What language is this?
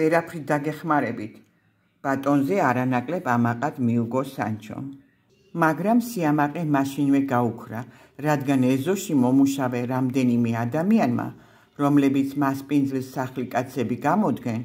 Georgian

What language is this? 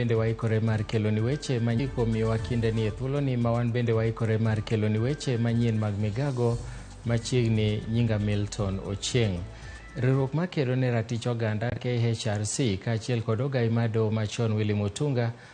Luo (Kenya and Tanzania)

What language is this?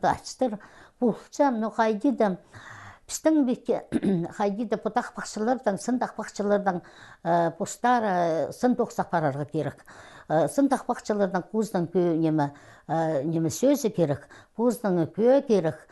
Khakas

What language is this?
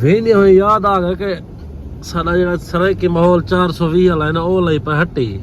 Saraiki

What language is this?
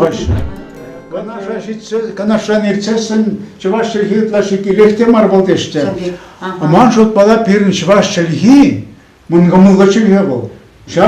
Chuvash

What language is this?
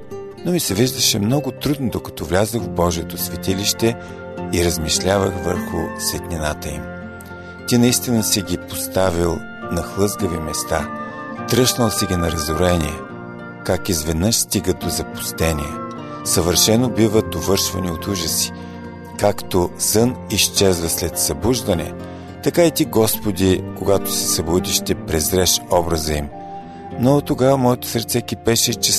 Bulgarian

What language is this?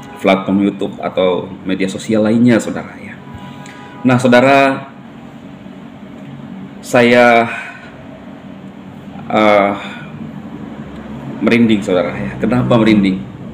Indonesian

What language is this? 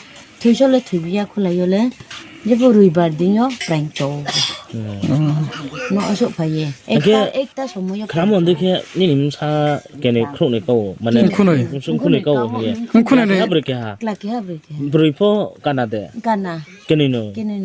Riang (India)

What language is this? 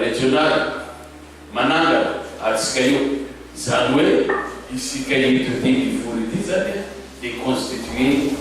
Malagasy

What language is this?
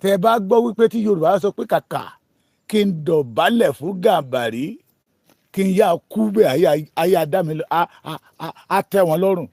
Yoruba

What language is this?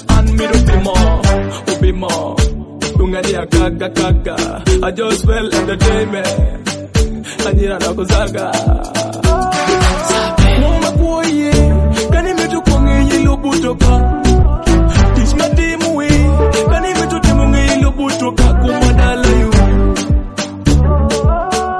Swahili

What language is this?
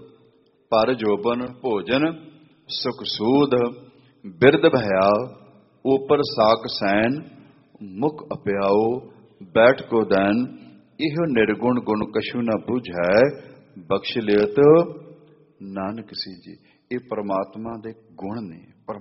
Punjabi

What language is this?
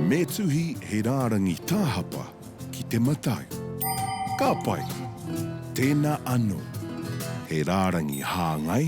Māori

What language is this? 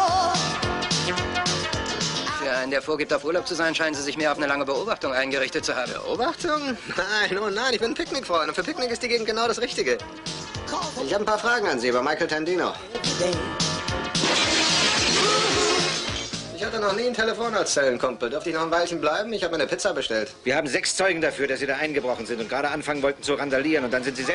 German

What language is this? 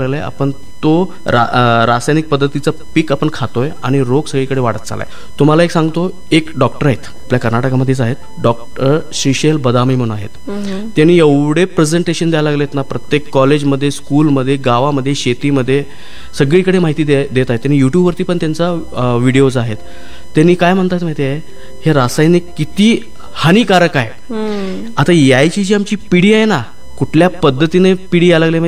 Marathi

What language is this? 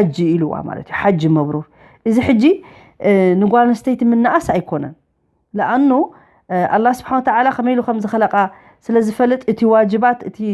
Tigrinya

